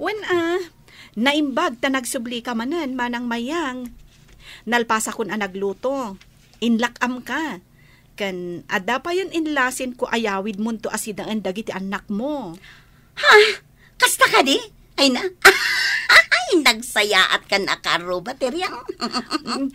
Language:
Iloko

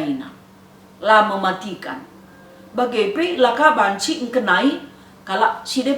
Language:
Batak Karo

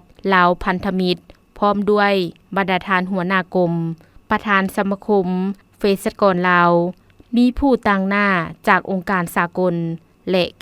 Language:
Lao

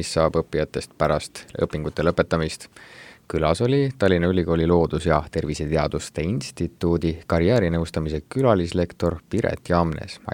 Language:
Estonian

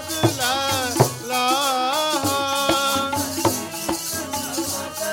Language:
Punjabi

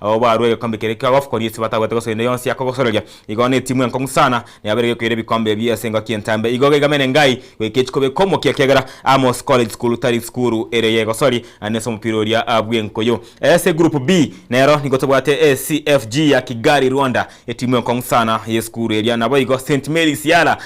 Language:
Gusii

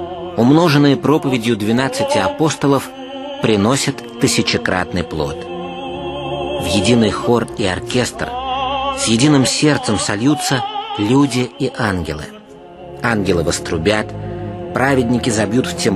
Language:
Russian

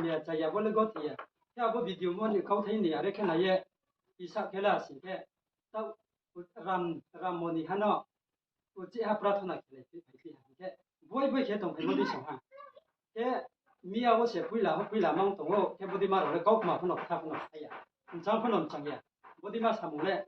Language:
Riang (India)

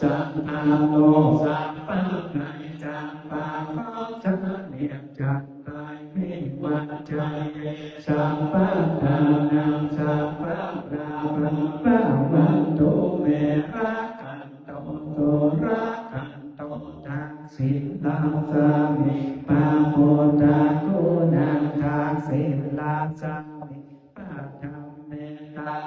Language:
Pali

